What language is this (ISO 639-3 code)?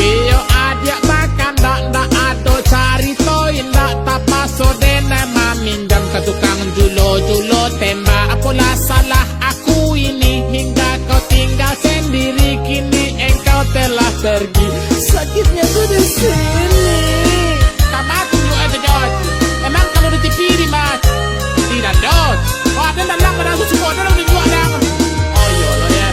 min